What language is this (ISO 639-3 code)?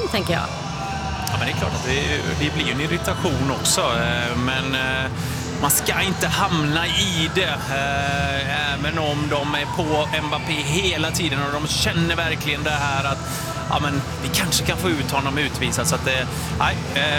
swe